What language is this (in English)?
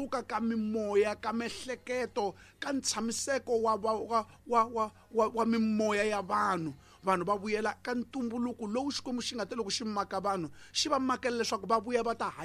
Tsonga